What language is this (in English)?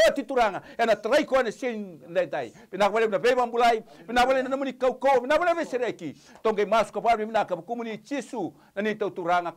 Fijian